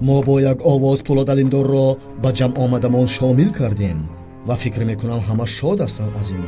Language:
Tajik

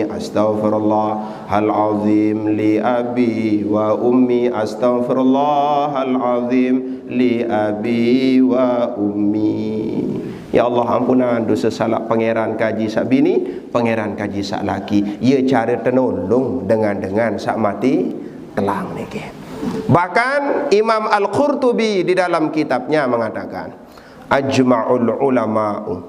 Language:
Sasak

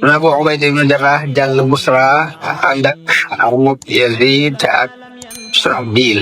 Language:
Wolof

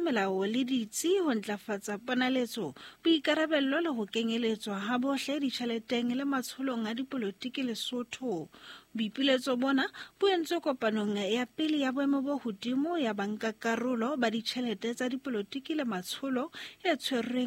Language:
Southern Sotho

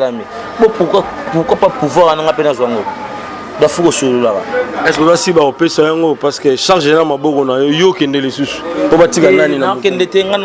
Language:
Lingala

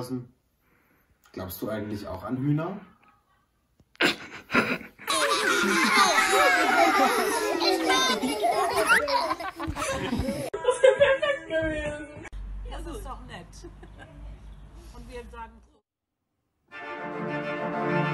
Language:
German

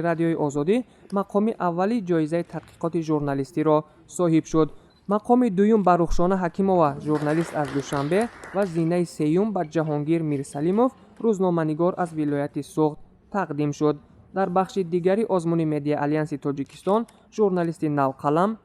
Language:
Tajik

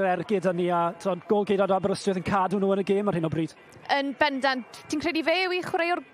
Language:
Welsh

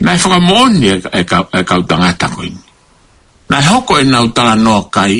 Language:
Tongan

